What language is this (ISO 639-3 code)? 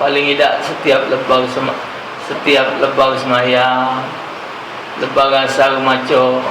mui